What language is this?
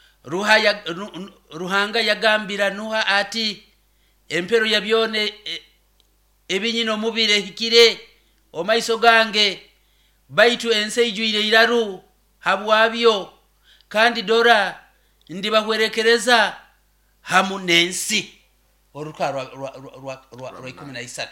Nyoro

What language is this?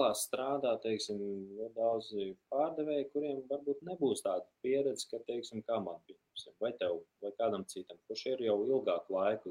Latvian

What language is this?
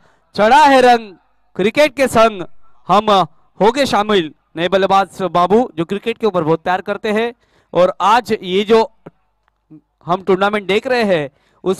Hindi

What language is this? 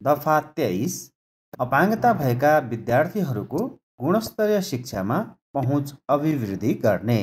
Nepali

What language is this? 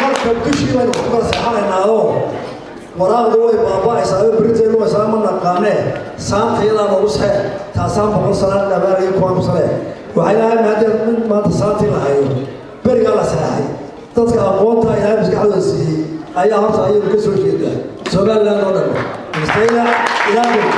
Somali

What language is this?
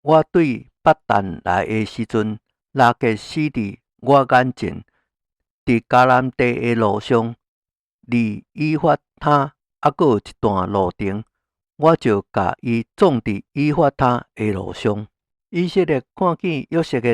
Min Nan Chinese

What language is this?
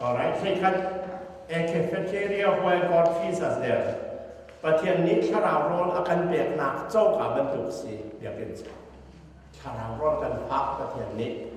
Hakha Chin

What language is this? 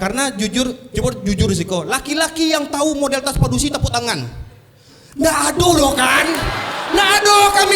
Minangkabau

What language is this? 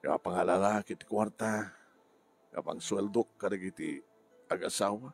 Iloko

